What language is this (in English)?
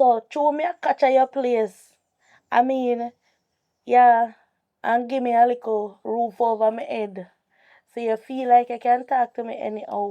Jamaican Creole English